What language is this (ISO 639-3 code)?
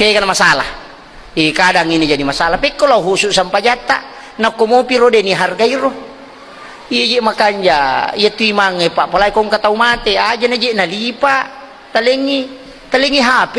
bug